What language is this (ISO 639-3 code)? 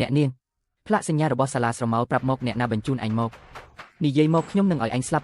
khm